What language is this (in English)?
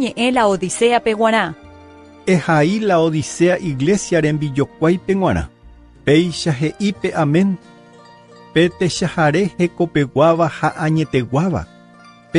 Guarani